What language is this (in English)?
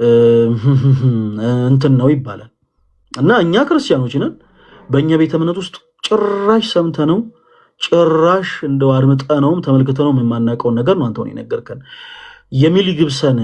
Amharic